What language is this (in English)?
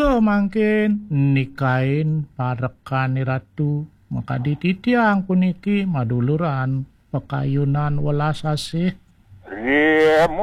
Balinese